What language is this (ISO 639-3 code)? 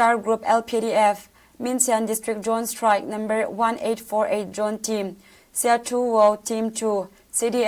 cnh